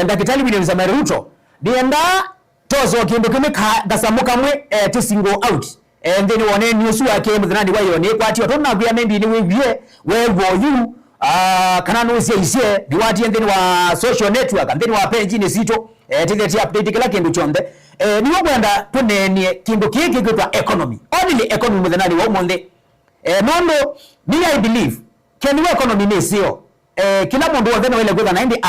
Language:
Kamba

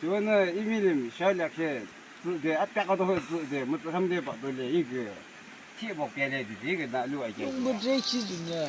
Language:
Yimchungru Naga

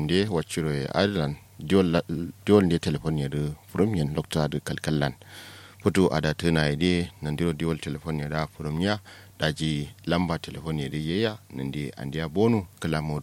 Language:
Kanuri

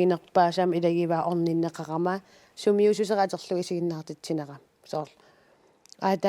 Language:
Kalaallisut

